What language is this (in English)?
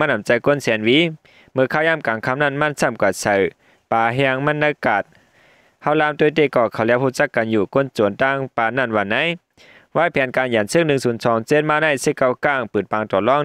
Shan